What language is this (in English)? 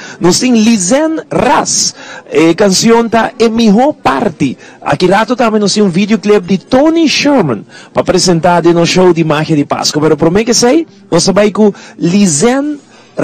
Papiamento